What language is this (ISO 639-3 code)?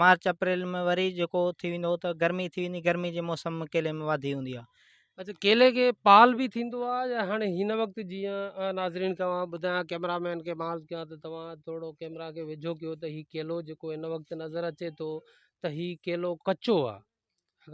snd